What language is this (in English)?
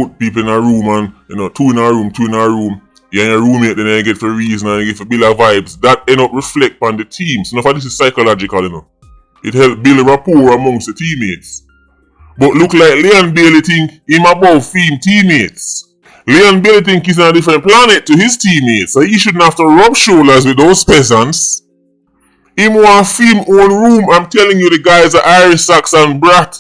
Jamaican Creole English